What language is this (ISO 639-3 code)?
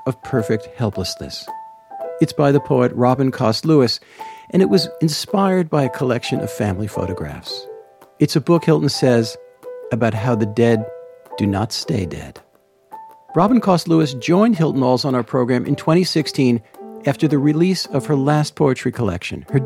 eng